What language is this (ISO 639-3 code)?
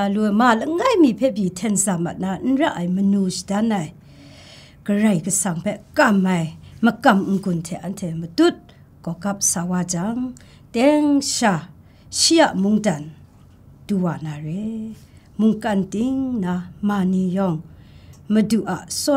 kac